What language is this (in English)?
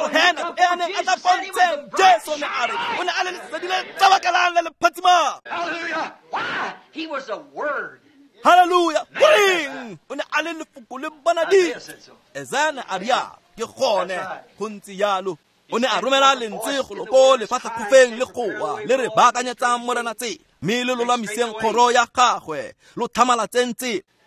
Tswana